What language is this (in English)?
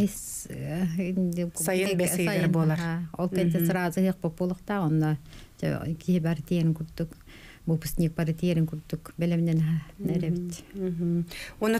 Yakut